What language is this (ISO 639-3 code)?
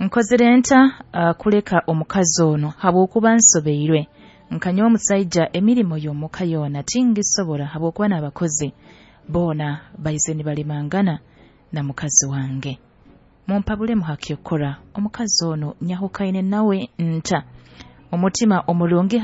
nyo